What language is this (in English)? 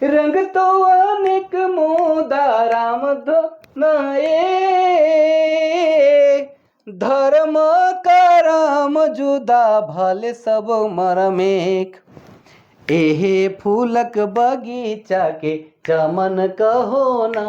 Sadri